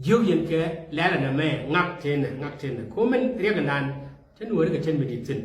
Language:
Nuer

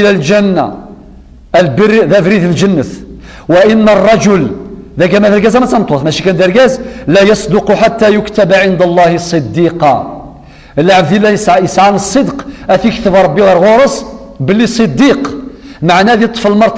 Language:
Kabyle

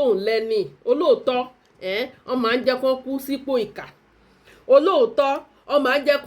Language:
Yoruba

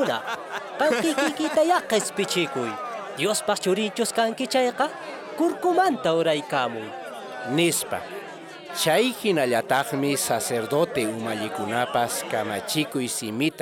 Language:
Quechua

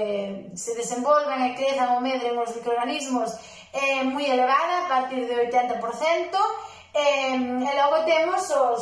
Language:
Galician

